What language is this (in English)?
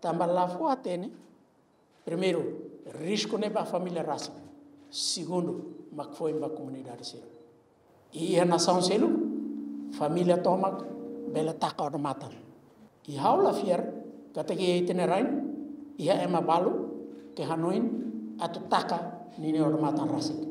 Tetum